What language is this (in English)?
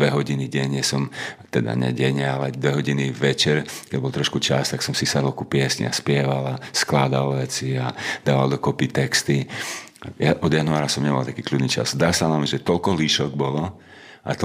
Slovak